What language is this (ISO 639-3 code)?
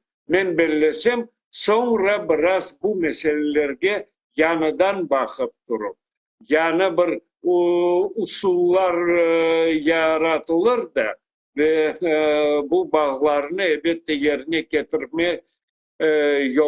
crh